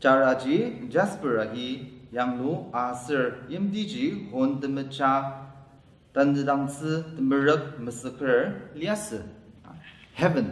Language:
Ao Naga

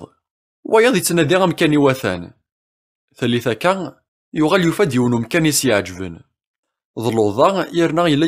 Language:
Kabyle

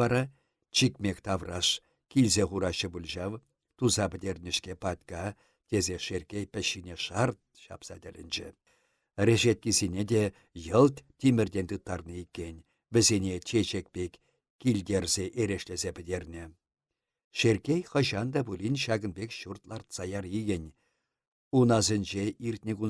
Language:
Chuvash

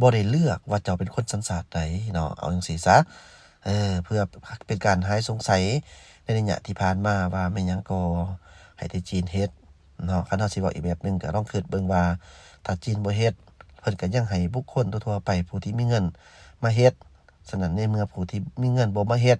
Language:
Lao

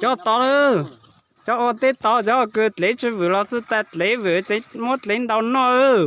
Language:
Hmong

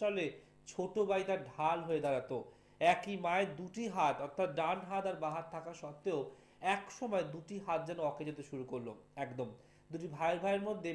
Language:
Bangla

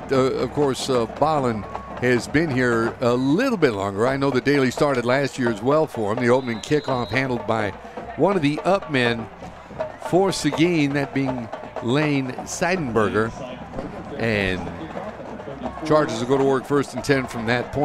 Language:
English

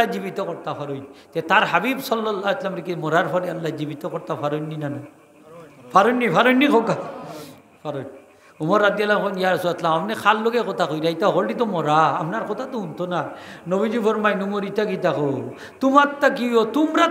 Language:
Sylheti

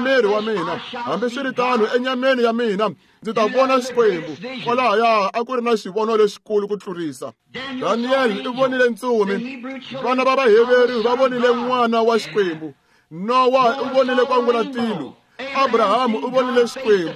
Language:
Tsonga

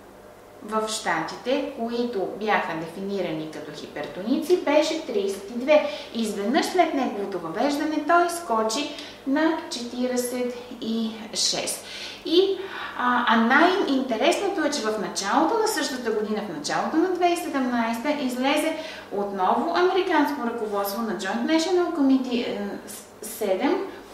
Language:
Bulgarian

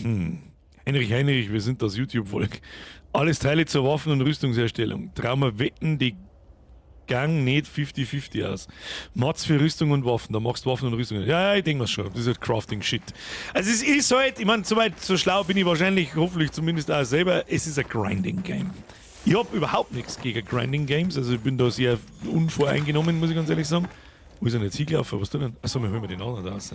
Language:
Bavarian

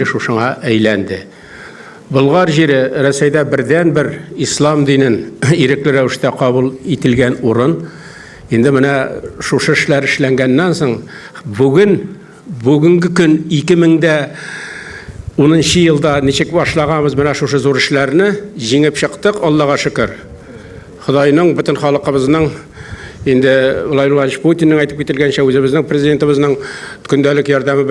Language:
Tatar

